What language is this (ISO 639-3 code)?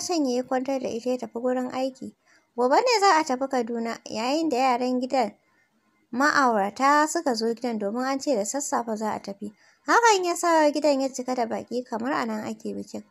hau